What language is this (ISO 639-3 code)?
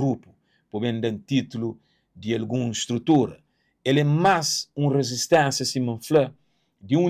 kea